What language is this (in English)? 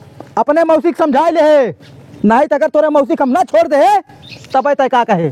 Awadhi